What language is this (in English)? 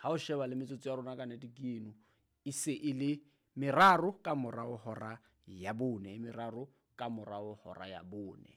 Southern Sotho